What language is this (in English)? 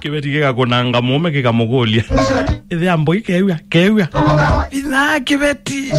Kamba